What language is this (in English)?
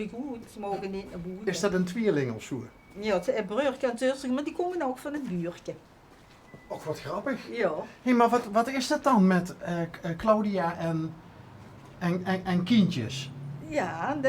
Limburgish